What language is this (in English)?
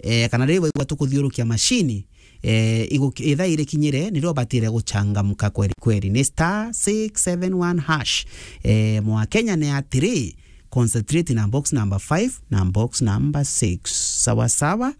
Meru